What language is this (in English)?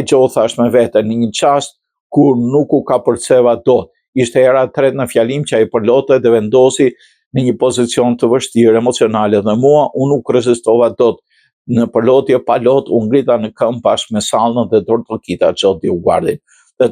Albanian